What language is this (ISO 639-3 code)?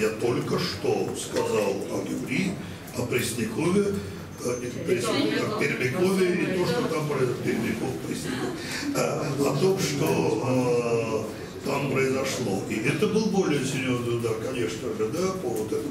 rus